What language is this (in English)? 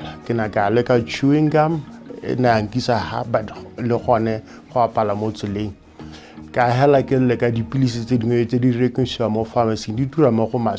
Tswana